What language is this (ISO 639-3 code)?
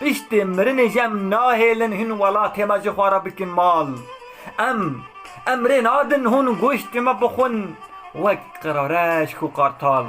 kur